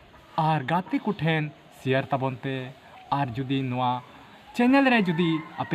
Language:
Santali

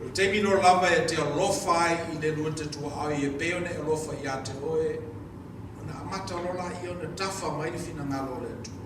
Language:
Samoan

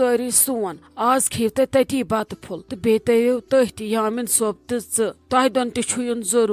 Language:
Kashmiri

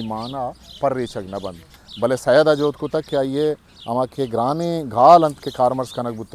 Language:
Eastern Balochi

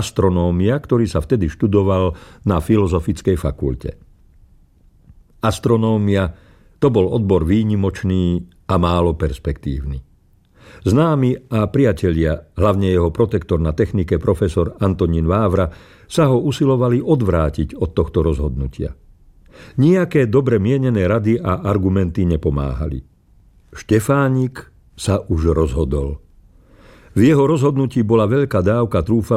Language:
Slovak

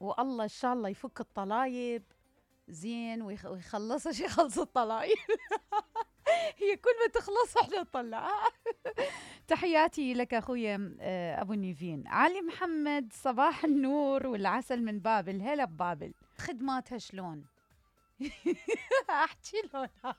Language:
Mesopotamian Arabic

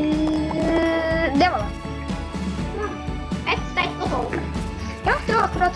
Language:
Norwegian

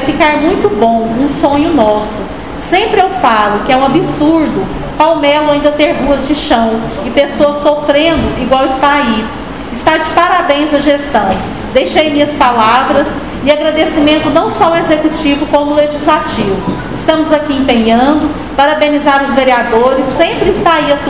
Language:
Portuguese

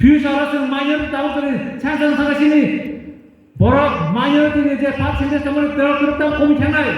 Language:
Kok Borok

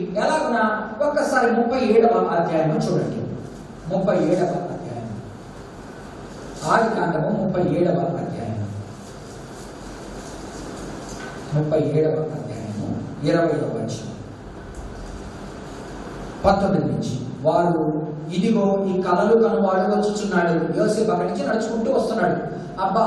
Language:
Telugu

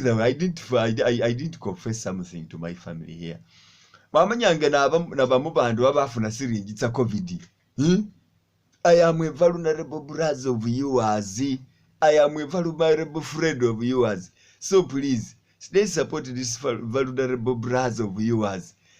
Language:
Masaaba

